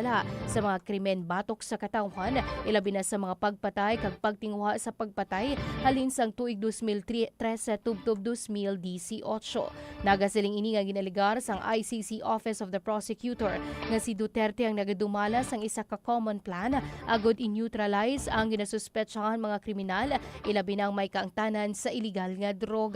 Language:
Hiligaynon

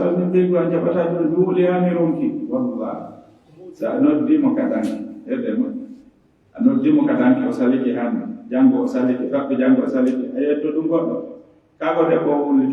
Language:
Fula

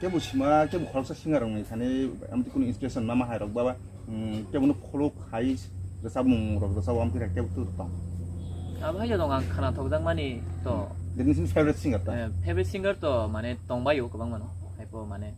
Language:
Kok Borok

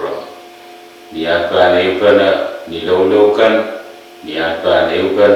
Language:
Pohnpeian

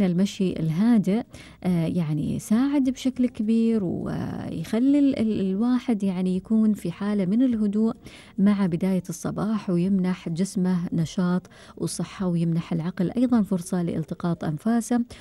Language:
Gulf Arabic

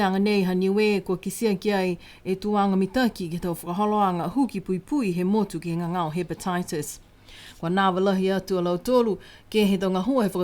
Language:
Niuean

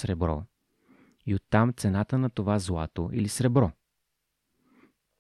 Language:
Bulgarian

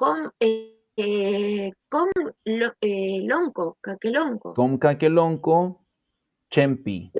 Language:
Mapuche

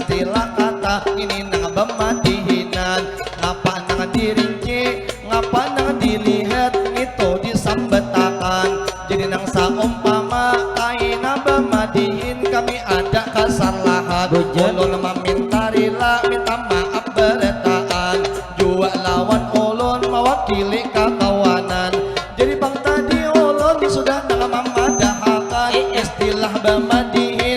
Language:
Banjar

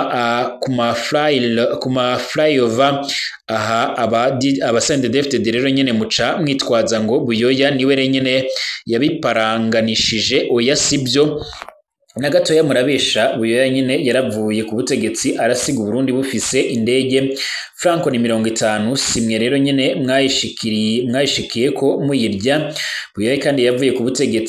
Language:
Rundi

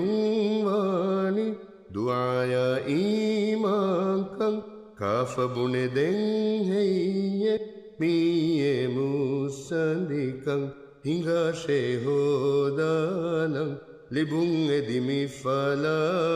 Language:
Divehi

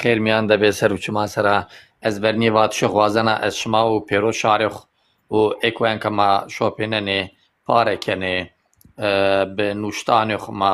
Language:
Zaza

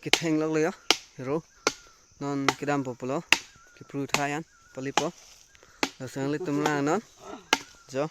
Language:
Karbi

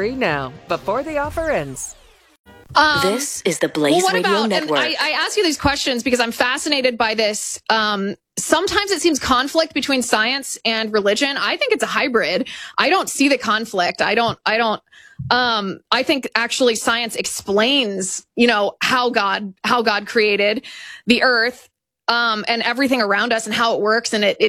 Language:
English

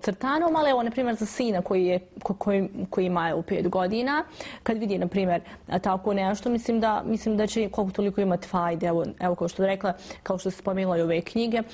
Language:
Bosnian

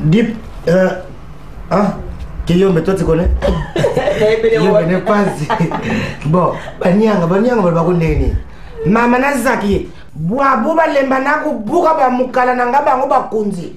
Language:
Lingala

